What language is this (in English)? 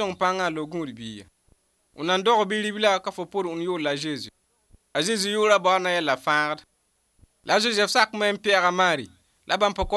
Mossi